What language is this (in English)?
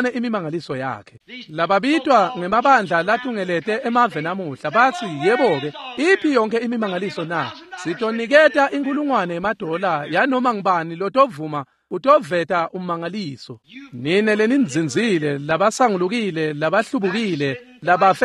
Swati